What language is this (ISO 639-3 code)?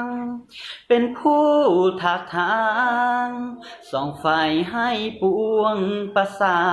lao